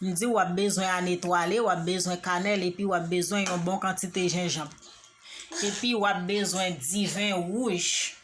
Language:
Haitian Creole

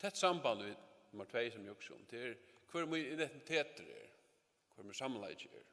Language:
Faroese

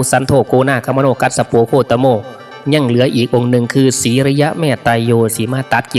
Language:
Northeastern Thai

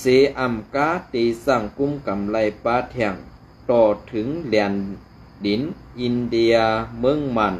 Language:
Shan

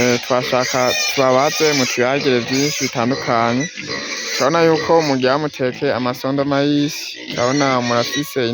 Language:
Rundi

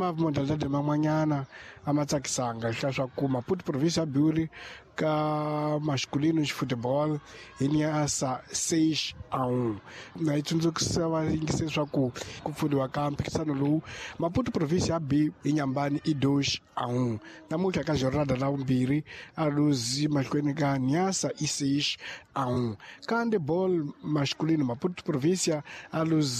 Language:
Tsonga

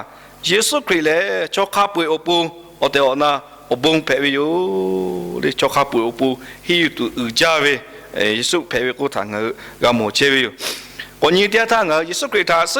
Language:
Lahu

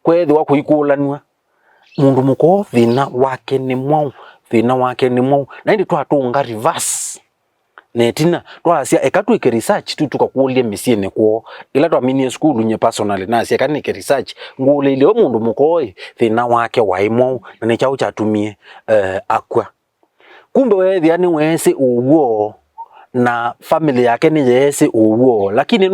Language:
Kamba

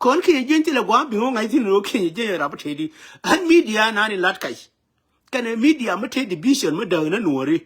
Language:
Nuer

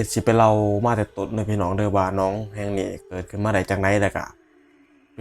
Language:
Northeastern Thai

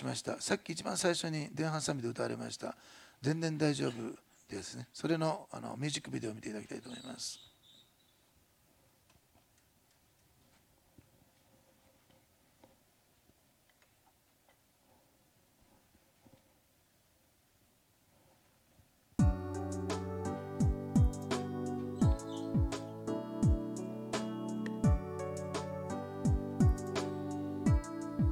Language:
Japanese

